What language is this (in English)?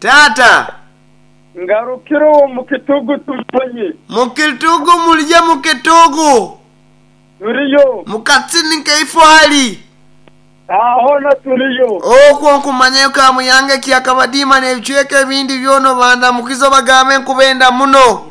Nyoro